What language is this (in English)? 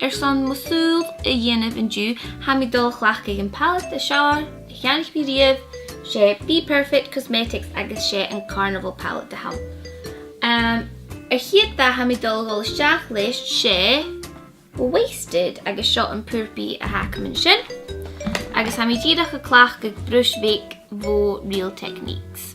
Scottish Gaelic